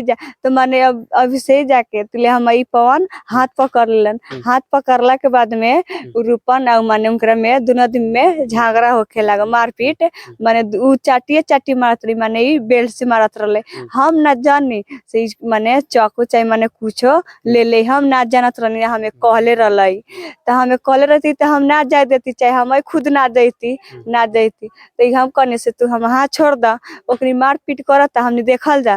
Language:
Bhojpuri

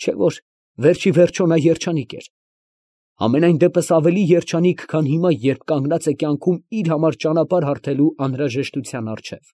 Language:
Armenian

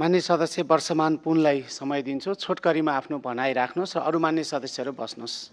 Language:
Nepali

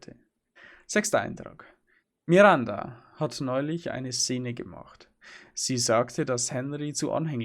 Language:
Bavarian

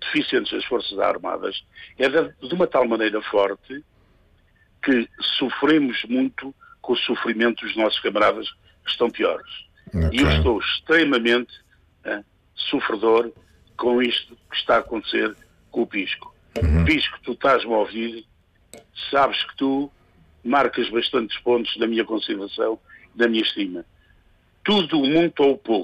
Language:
Portuguese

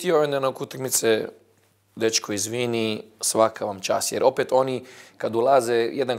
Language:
Bosnian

